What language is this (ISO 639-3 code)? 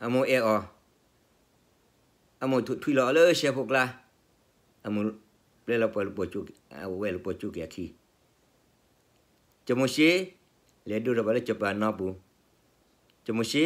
ksw